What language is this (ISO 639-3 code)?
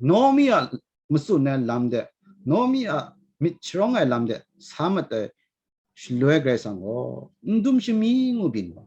kac